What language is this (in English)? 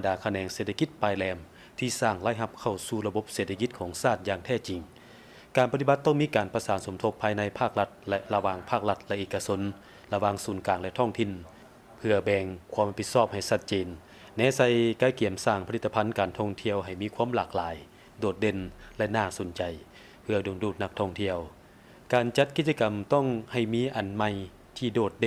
Lao